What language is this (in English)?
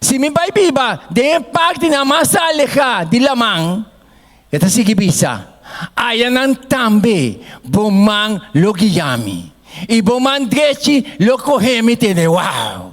Papiamento